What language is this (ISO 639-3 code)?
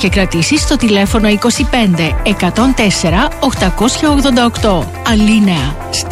ell